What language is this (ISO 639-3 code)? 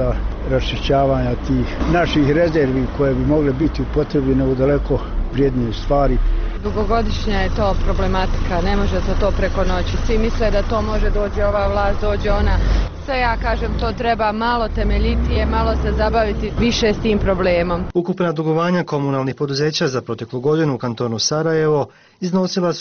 bos